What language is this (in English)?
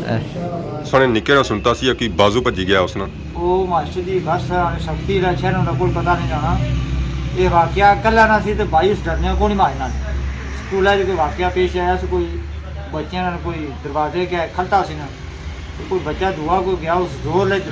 Pahari-Potwari